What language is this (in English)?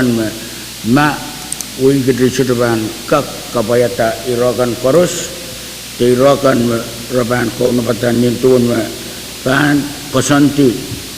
Pohnpeian